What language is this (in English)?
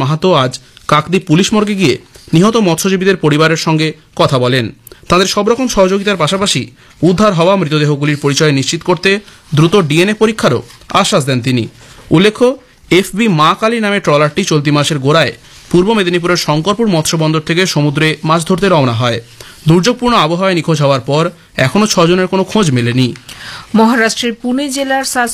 Bangla